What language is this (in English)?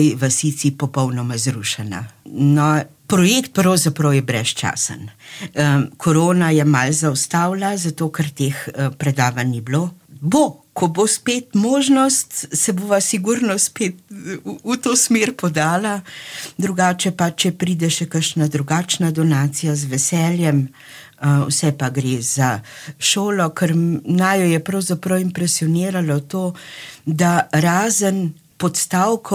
Slovenian